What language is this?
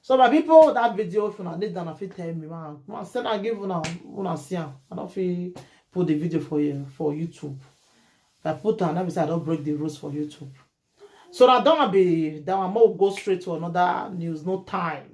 Nigerian Pidgin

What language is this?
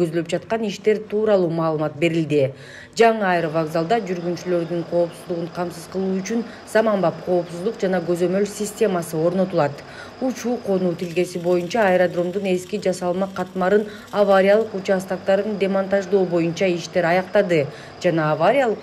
Kyrgyz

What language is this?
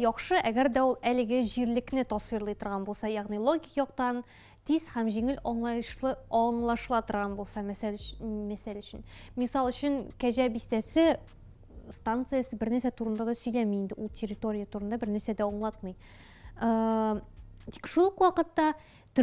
Tatar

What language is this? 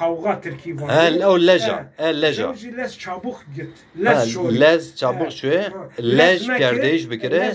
Zaza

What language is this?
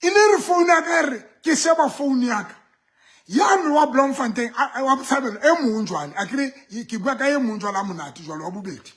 Southern Sotho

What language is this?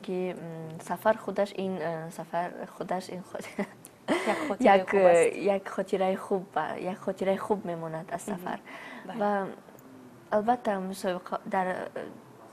Tajik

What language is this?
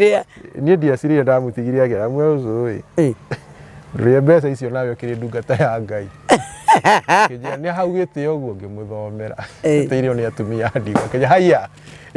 Kikuyu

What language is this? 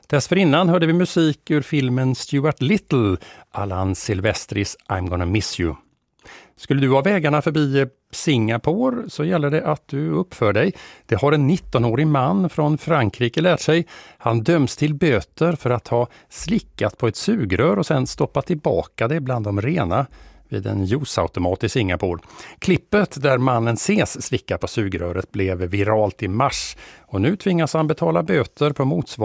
Swedish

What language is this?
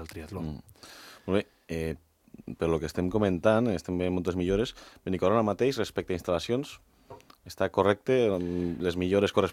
Catalan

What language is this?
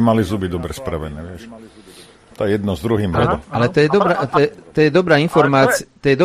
Slovak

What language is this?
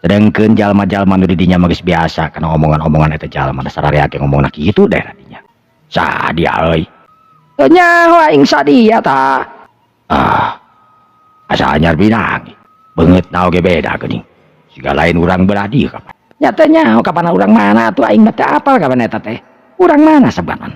Sundanese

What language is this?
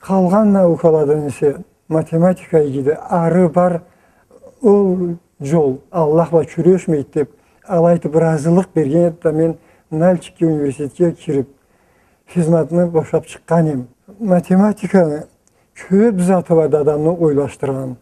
Karachay-Balkar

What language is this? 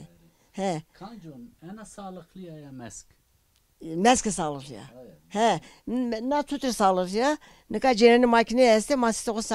Zaza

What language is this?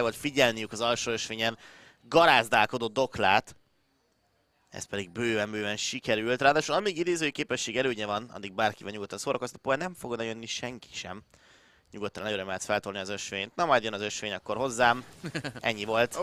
Hungarian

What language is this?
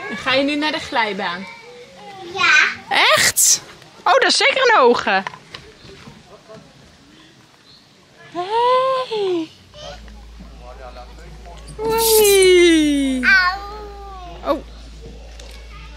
Dutch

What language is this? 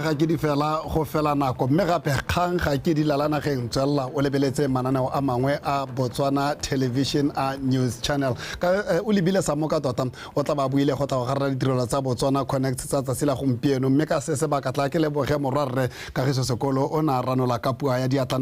Tswana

